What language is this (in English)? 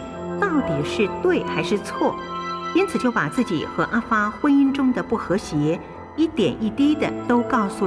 Min Nan Chinese